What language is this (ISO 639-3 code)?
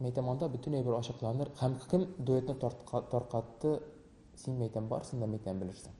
tat